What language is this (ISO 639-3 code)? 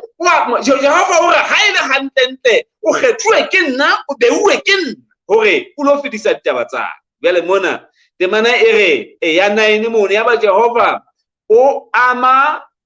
sot